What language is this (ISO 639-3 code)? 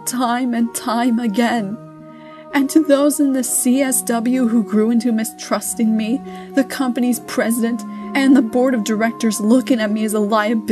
eng